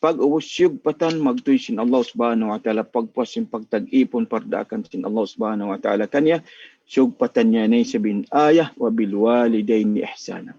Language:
Tausug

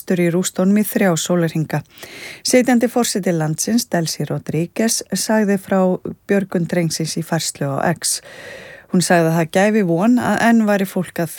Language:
Icelandic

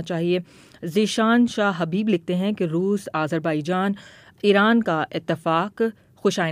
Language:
Urdu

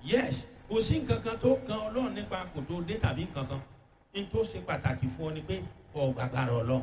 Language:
Yoruba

